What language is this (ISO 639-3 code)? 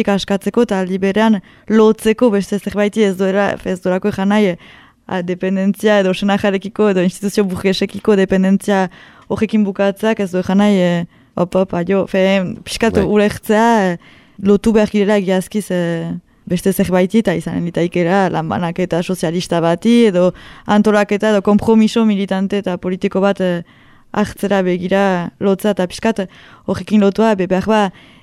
eus